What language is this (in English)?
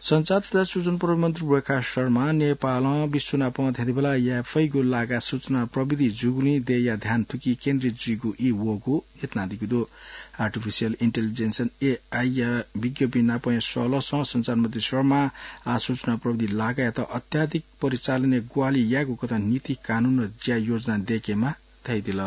Newari